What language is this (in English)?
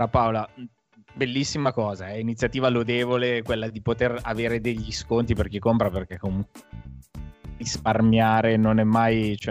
Italian